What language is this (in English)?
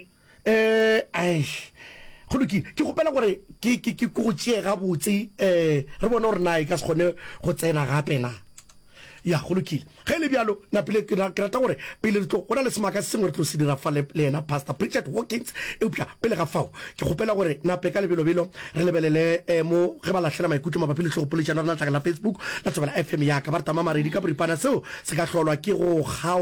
Northern Sotho